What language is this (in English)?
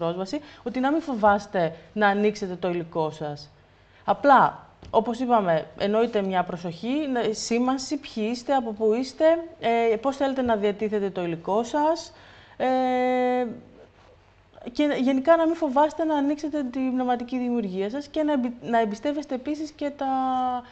Greek